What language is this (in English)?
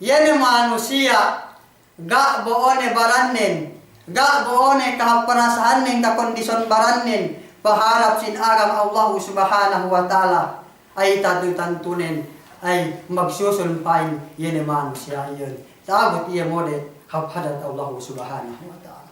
Yakan